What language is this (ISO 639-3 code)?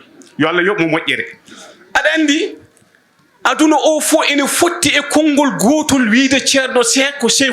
ful